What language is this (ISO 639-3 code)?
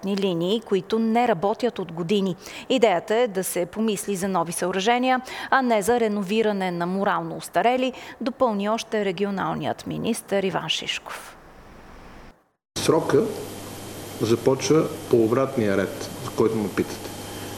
bul